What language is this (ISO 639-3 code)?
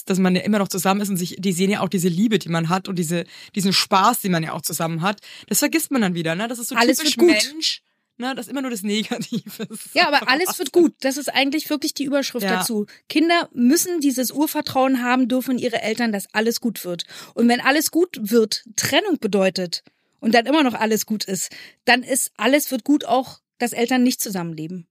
deu